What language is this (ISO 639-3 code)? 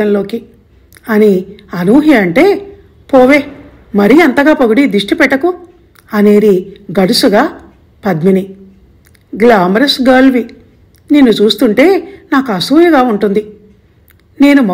tel